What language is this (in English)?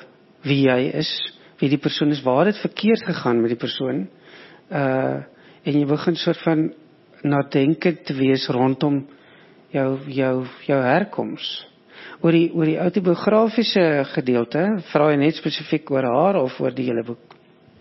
Afrikaans